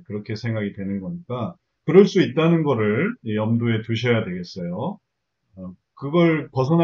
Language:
Korean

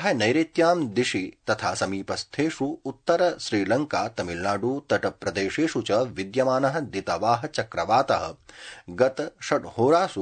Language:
Sanskrit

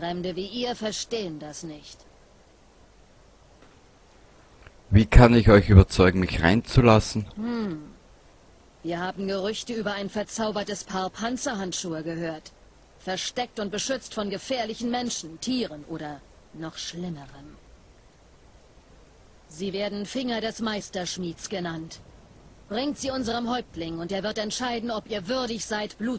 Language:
German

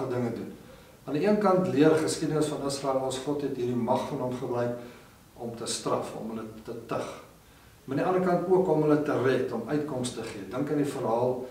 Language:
Afrikaans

